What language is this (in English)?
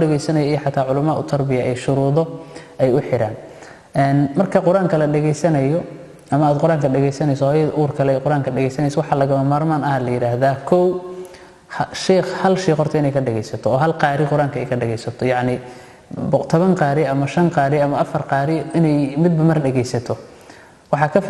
Somali